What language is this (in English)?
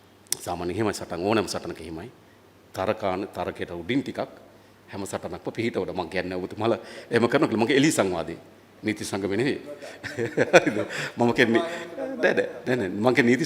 Sinhala